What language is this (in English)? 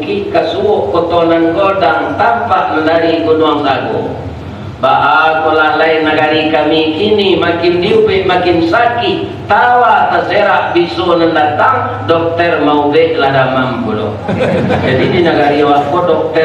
Minangkabau